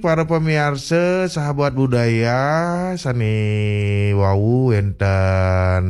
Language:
Balinese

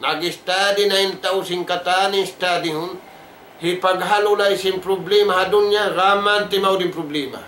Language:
Tausug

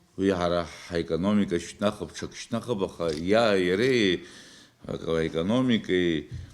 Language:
Abkhazian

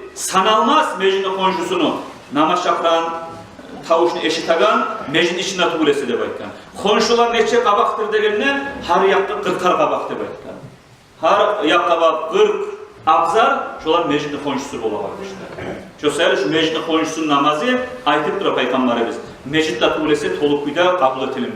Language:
Kumyk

